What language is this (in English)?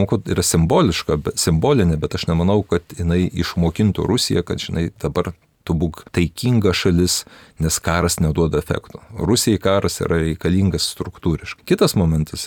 Lithuanian